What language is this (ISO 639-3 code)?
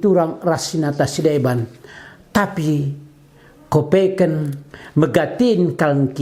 btx